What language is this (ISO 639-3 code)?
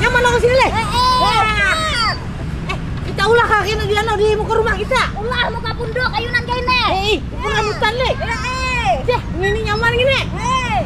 bjn